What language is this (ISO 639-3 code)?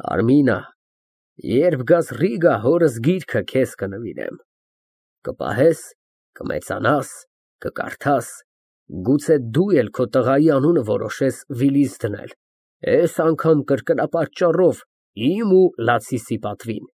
hye